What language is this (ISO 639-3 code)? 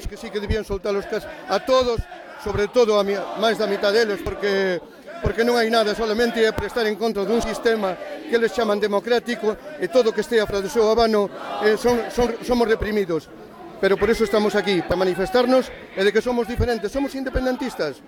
glg